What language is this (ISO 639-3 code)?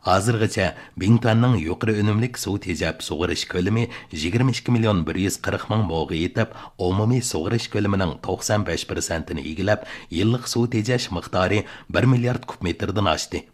uig